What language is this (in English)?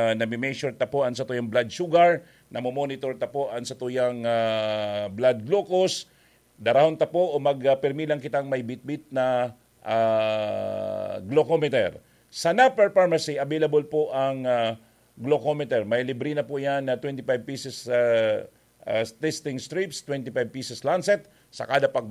Bikol